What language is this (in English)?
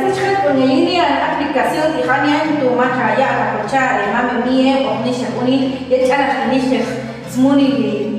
Popti'